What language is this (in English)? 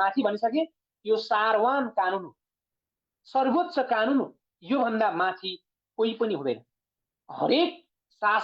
Nepali